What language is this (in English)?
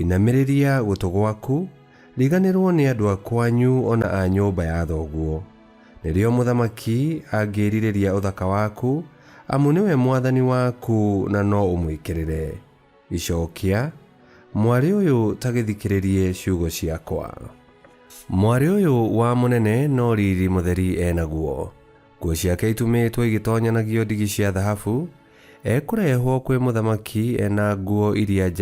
Kikuyu